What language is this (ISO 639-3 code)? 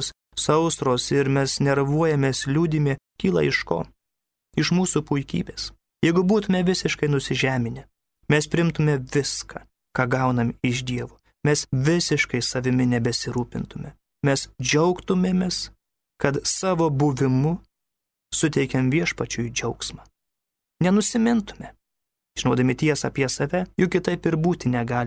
lit